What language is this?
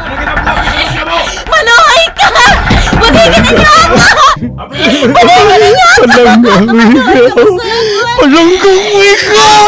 Hiligaynon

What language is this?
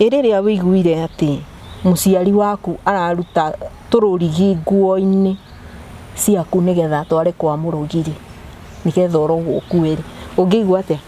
Kikuyu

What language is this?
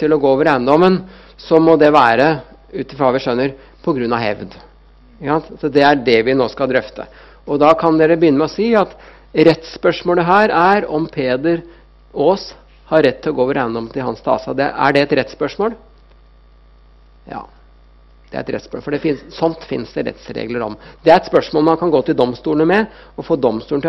Norwegian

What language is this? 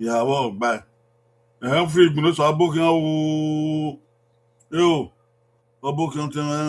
Bini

